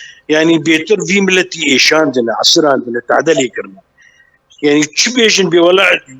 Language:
Kurdish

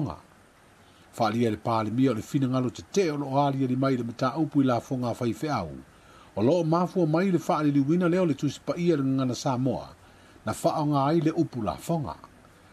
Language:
Samoan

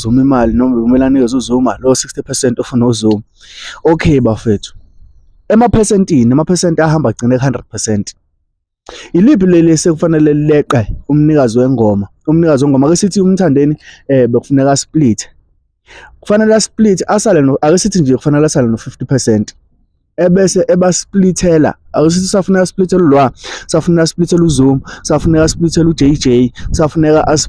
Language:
Zulu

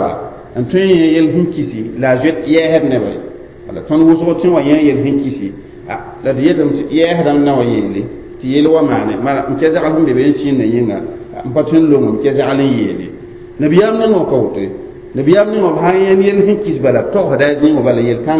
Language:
Mossi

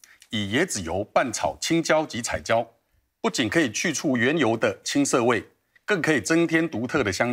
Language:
Chinese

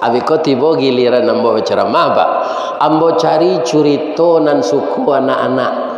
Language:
Minangkabau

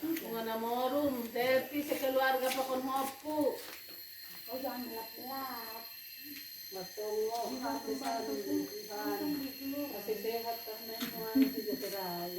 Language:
Batak Simalungun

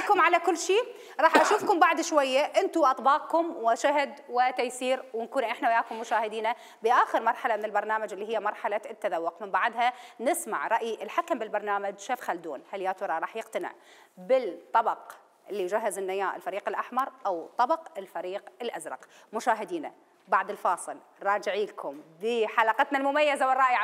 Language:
Mesopotamian Arabic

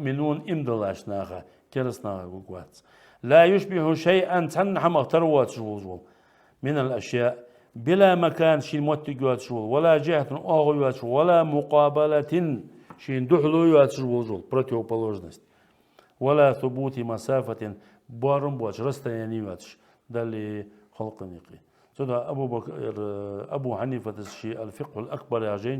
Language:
Ingush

